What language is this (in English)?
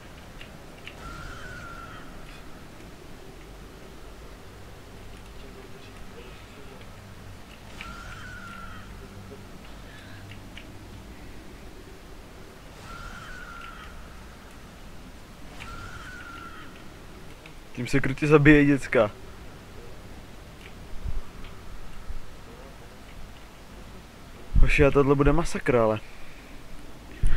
Czech